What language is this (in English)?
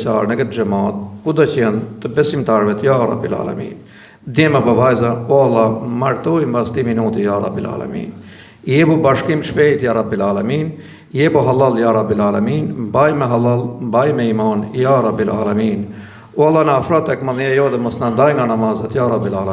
Albanian